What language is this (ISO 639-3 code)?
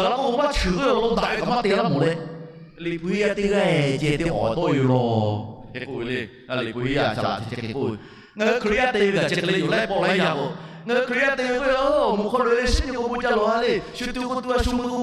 lhu